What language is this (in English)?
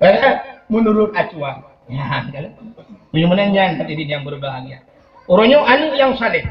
Achinese